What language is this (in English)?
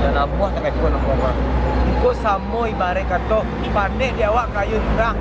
Minangkabau